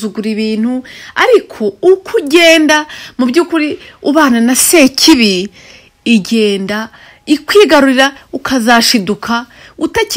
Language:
Kinyarwanda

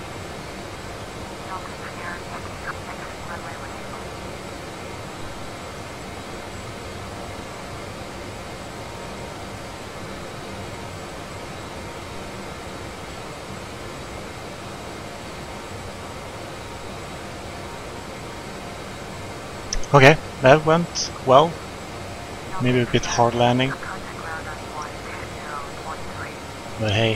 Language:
English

